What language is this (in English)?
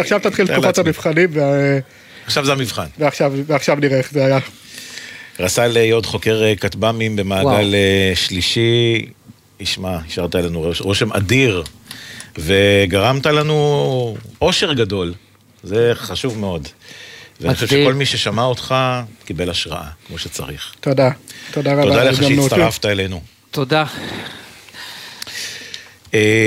Hebrew